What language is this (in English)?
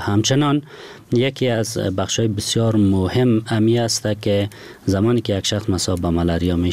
Persian